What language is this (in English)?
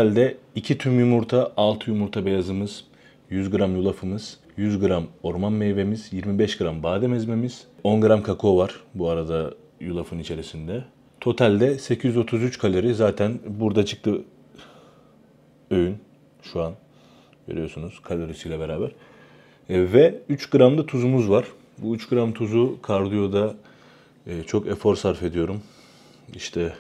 Turkish